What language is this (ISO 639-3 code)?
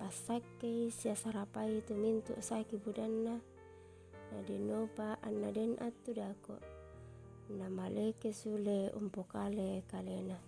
sda